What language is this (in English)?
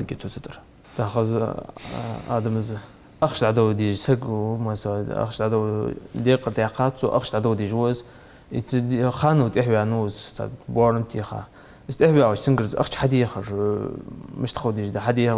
Ingush